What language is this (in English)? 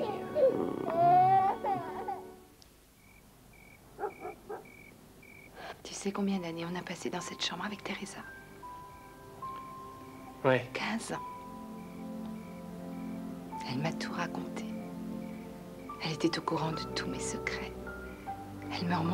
French